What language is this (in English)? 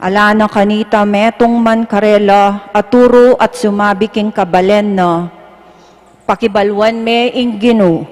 Pampanga